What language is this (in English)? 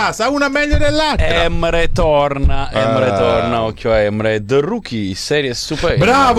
Italian